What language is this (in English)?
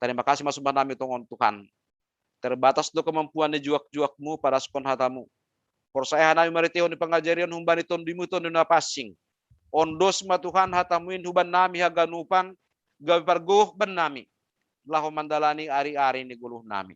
Batak Simalungun